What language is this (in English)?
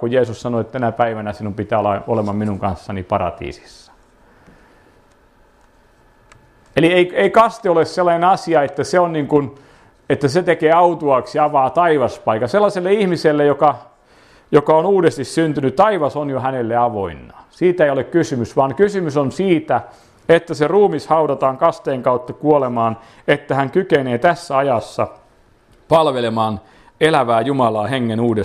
Finnish